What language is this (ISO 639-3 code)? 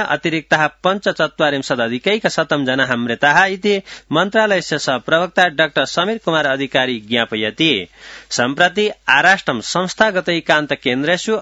san